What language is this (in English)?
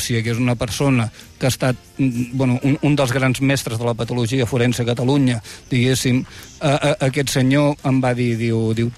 Catalan